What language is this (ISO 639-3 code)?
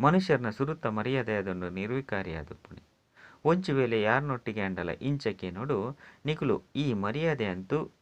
tcy